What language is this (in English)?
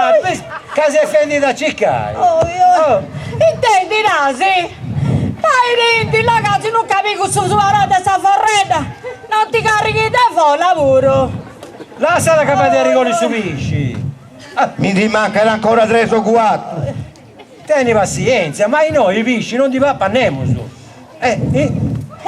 Sardinian